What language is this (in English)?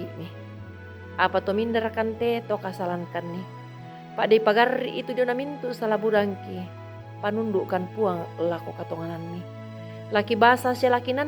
Toraja-Sa'dan